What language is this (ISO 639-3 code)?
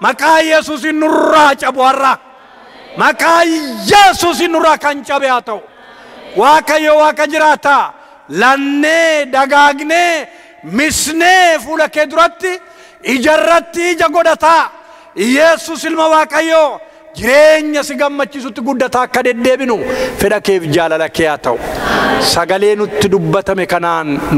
orm